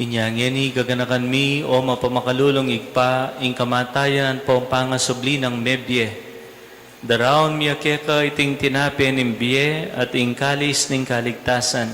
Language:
Pampanga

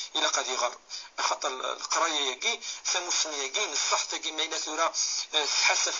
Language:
Kabyle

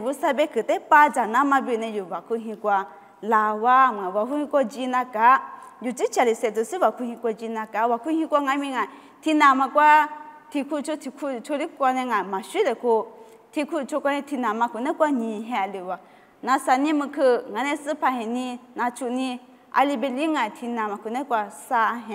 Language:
Lisu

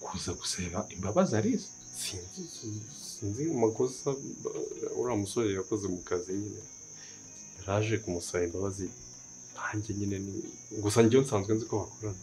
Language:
Kinyarwanda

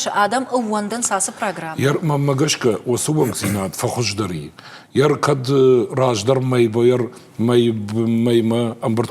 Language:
Ossetic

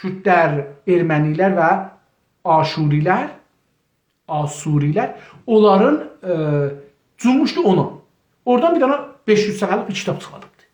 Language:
South Azerbaijani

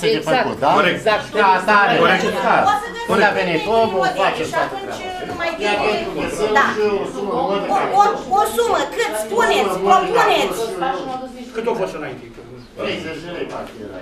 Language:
Romanian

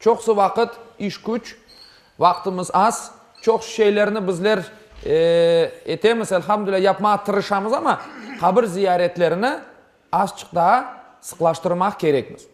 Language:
Crimean Tatar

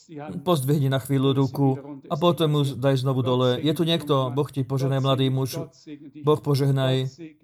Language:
Slovak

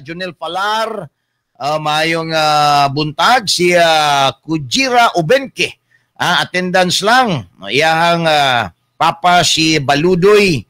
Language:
Cebuano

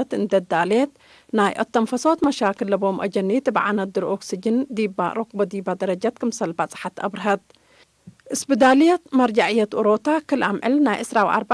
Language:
Tigre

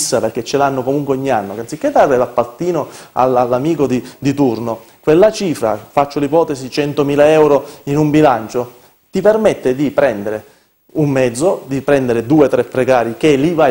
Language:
Italian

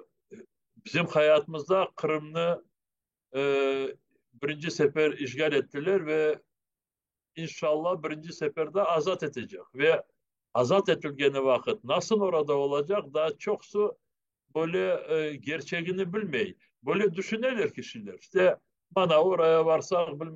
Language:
Crimean Tatar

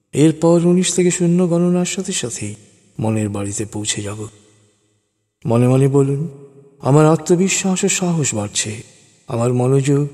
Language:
Bangla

